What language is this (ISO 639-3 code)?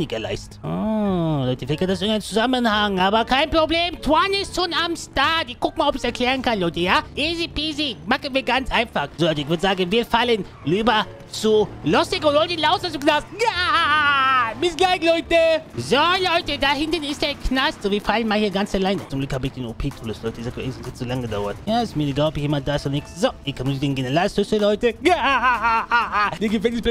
deu